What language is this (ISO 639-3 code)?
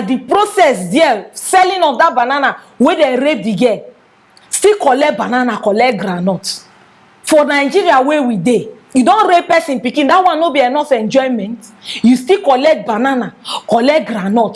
pcm